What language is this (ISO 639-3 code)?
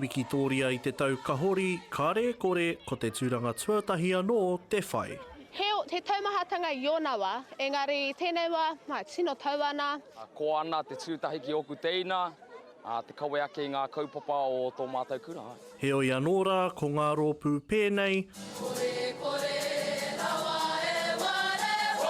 mri